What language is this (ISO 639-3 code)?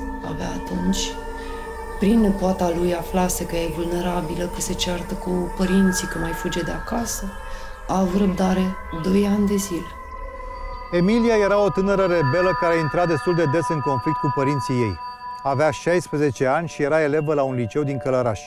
ron